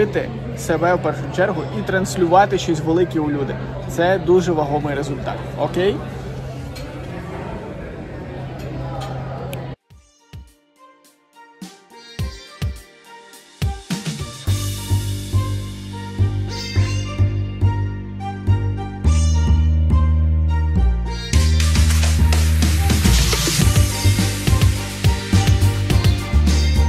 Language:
Ukrainian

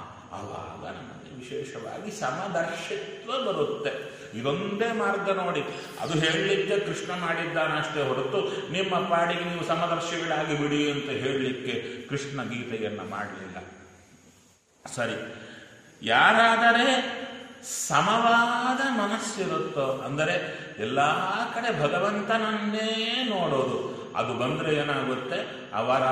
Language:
Kannada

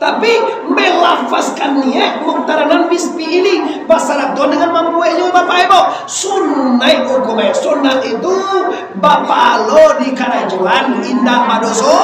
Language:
Minangkabau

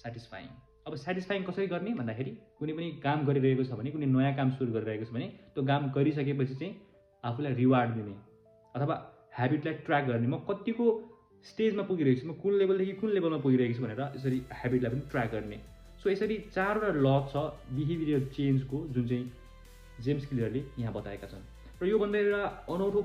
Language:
Nepali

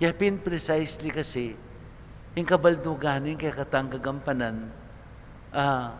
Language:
Pampanga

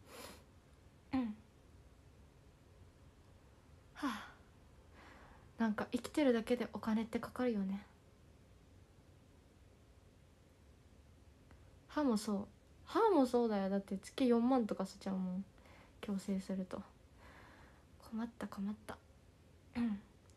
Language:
Japanese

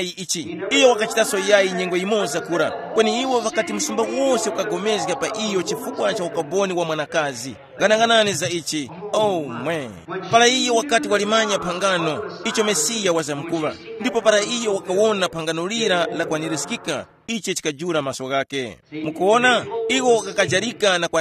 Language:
Tumbuka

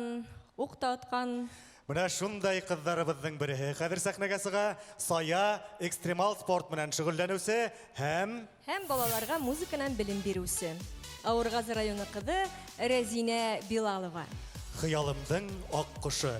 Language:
Bashkir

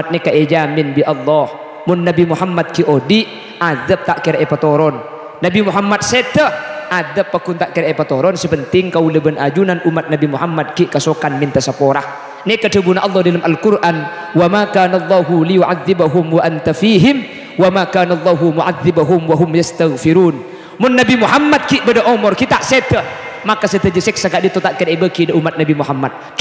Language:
Madurese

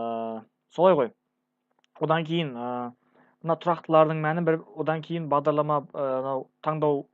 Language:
Kazakh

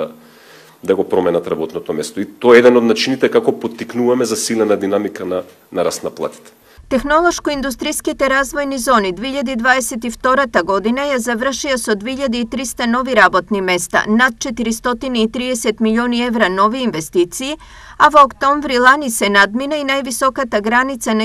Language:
Macedonian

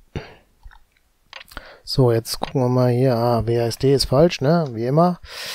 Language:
German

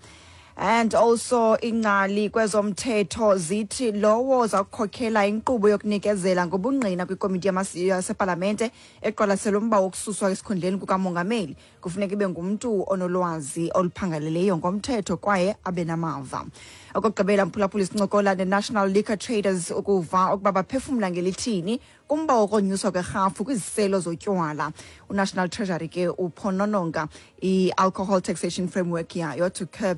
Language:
Xhosa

